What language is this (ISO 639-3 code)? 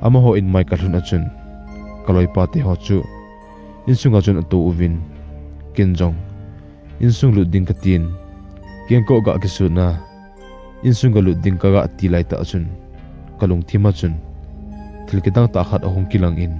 tcz